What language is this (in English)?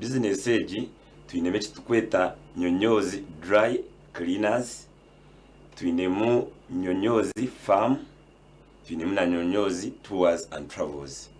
Nyankole